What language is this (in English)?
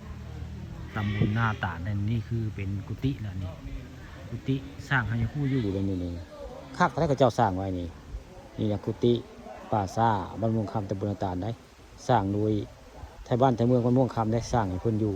Northeastern Thai